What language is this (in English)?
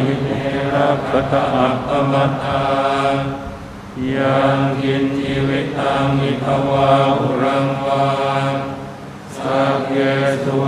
Pali